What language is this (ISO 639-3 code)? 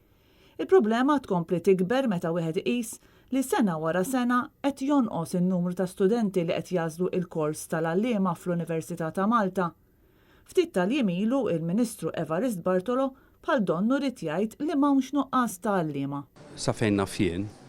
mlt